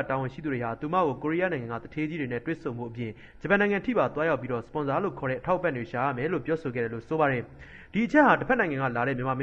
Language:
Burmese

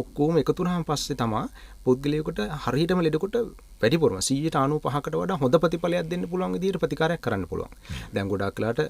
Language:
Sinhala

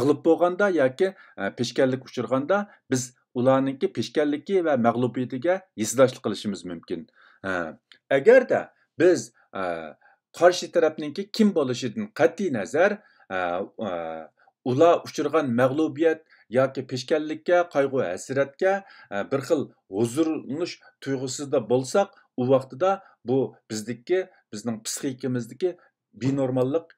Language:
Uyghur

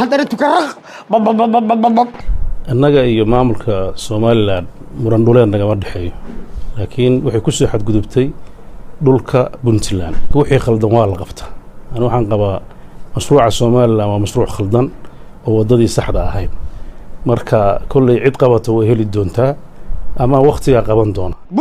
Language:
Somali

